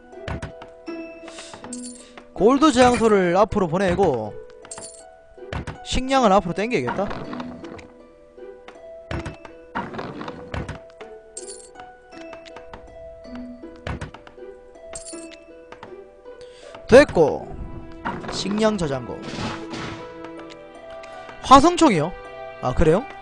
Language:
Korean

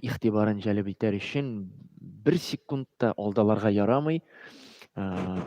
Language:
Tatar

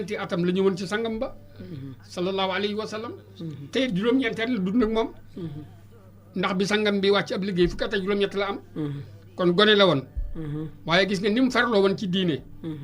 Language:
Wolof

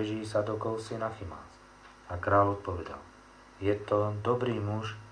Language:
Slovak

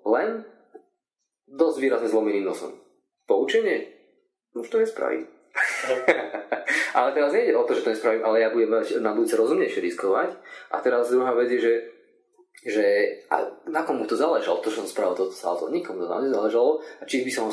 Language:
Slovak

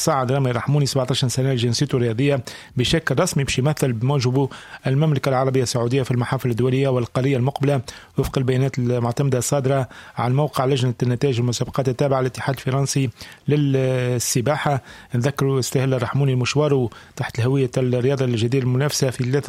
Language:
Tunisian Arabic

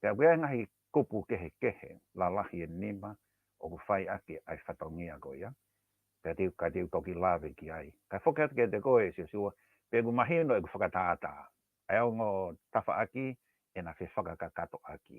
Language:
Tongan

